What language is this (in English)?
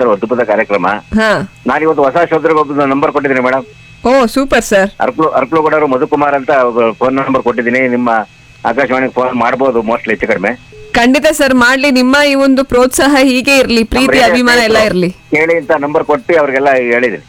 Kannada